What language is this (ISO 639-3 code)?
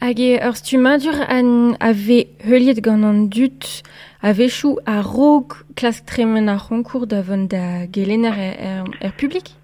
bre